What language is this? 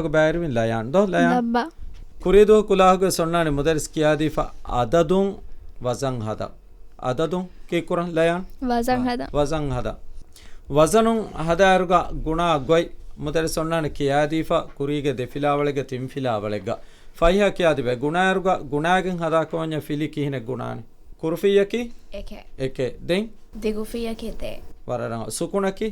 Divehi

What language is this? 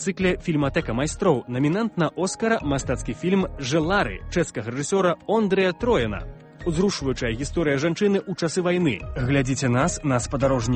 Belarusian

